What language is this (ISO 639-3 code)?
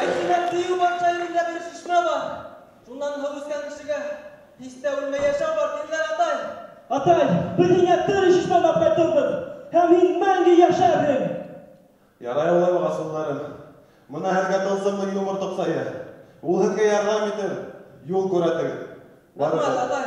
bak